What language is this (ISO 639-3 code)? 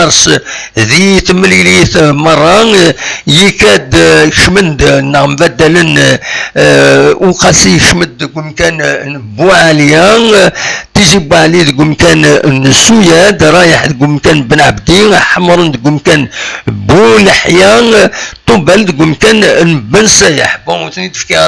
kab